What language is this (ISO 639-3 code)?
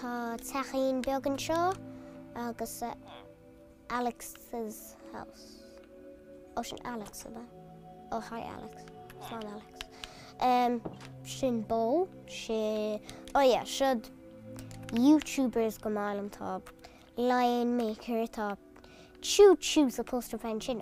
gle